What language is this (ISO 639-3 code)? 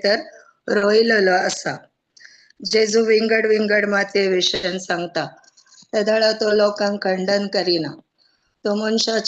kok